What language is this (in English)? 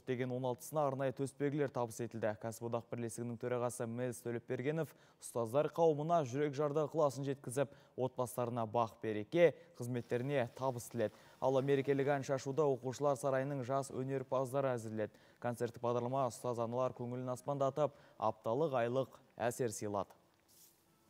Kazakh